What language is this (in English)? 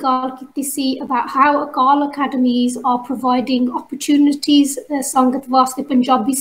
Punjabi